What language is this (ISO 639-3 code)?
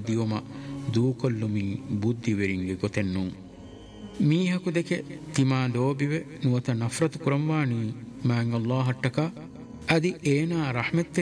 div